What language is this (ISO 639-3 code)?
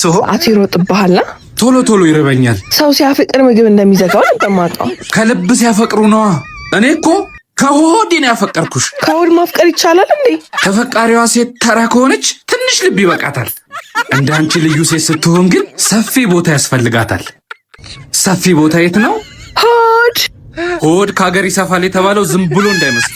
amh